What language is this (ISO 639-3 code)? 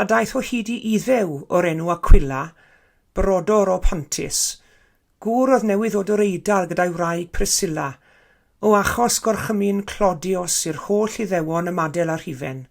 cym